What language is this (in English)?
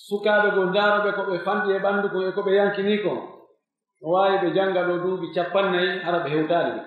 Pular